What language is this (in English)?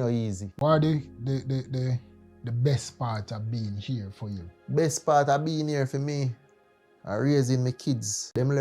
Jamaican Creole English